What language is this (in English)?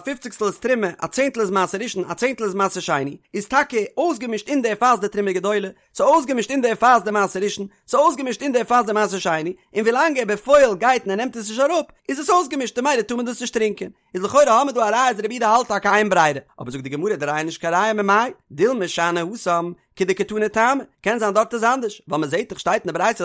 Yiddish